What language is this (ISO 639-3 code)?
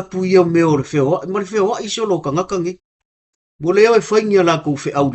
smo